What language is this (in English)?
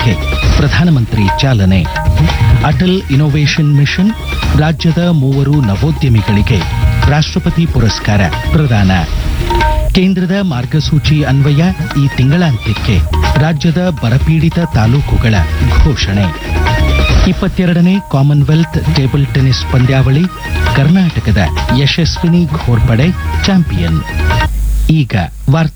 Kannada